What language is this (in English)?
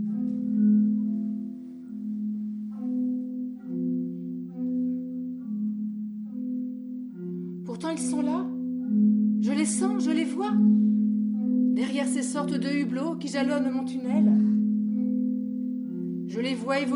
French